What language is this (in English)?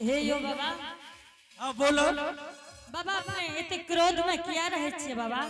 Angika